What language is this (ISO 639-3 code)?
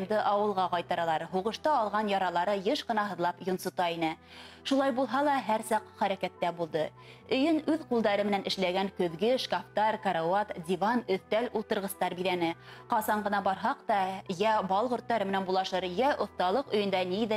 bak